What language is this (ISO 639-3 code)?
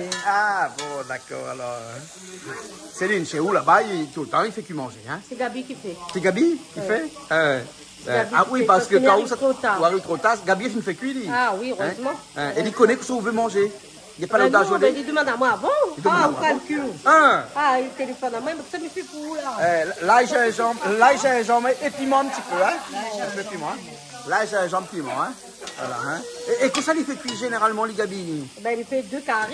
rcf